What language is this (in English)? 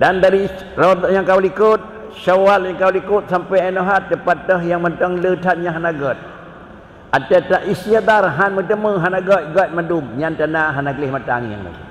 Achinese